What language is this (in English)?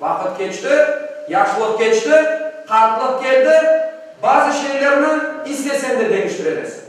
Crimean Tatar